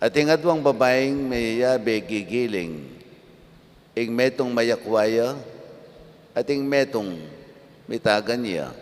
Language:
Pampanga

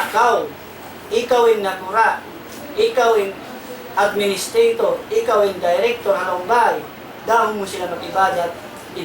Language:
Tausug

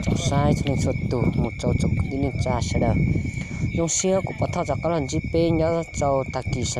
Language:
Hmong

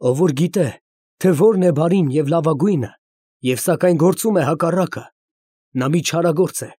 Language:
Armenian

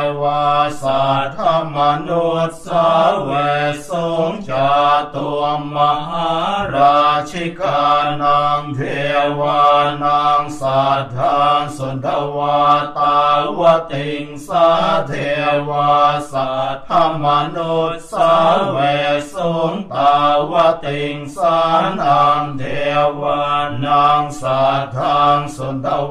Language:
Pali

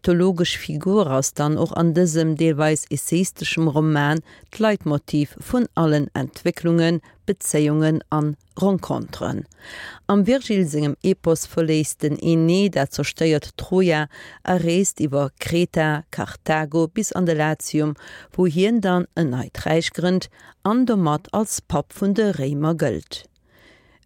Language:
Luxembourgish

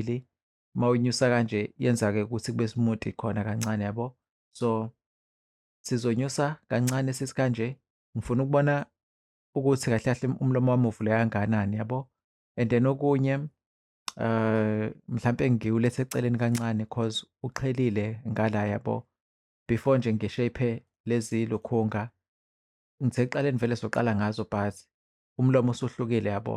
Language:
Zulu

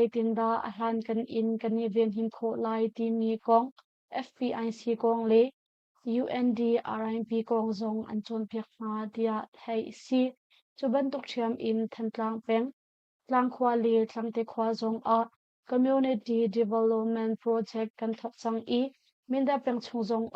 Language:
Hakha Chin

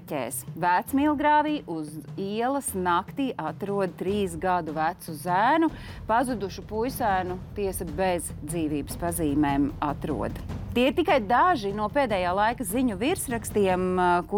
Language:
Latvian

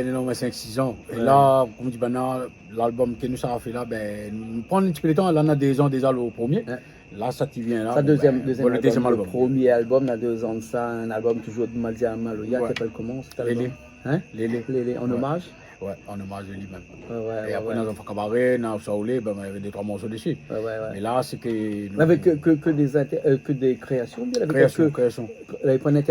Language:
Réunion Creole French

